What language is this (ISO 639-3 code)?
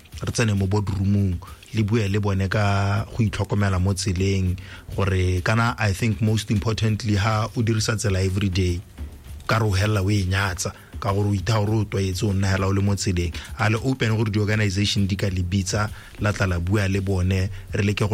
tsn